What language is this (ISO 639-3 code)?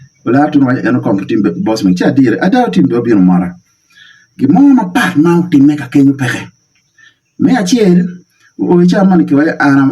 ach